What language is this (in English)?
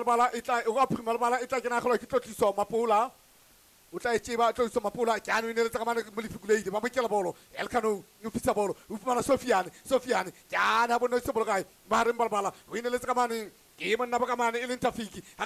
Southern Sotho